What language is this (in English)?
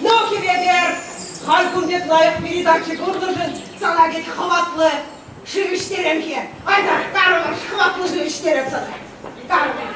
Chuvash